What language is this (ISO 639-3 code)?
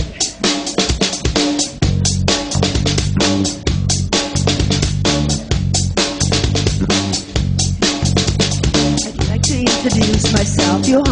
afr